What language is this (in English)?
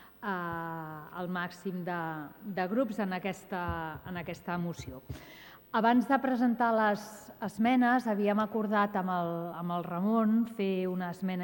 Catalan